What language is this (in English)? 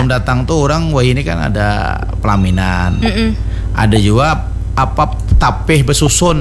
Banjar